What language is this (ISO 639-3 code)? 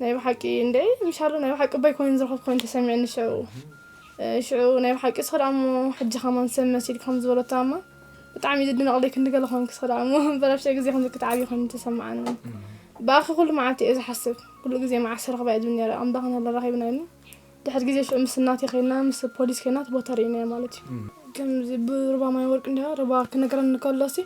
tir